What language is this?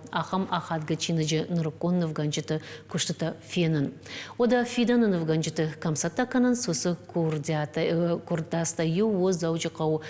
Ossetic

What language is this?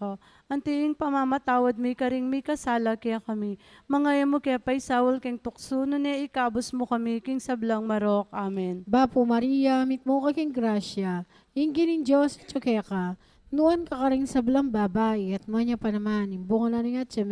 Pampanga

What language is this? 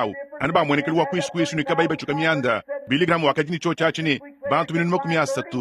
Luba-Lulua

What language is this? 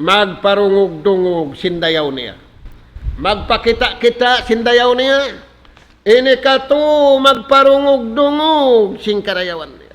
Tausug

